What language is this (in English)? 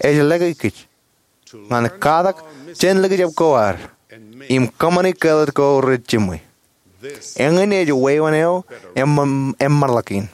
Marshallese